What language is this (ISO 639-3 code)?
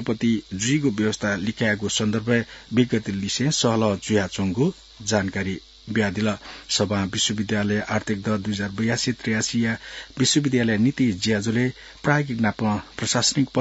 new